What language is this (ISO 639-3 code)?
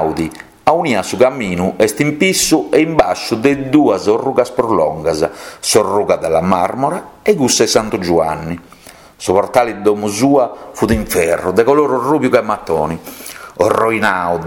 srd